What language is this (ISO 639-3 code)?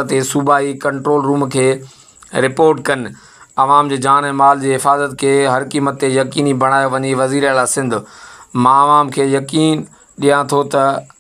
snd